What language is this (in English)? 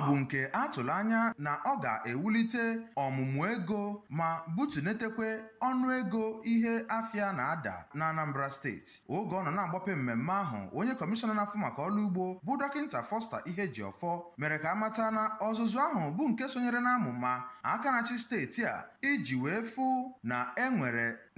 Igbo